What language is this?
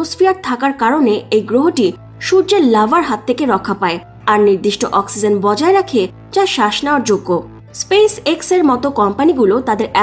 Bangla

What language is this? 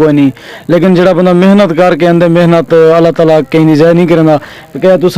Saraiki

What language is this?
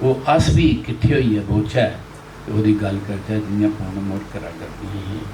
Dogri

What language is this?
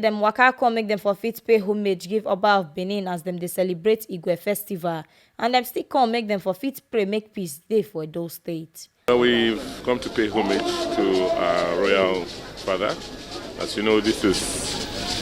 Nigerian Pidgin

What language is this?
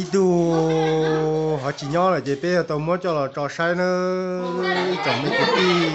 Hmong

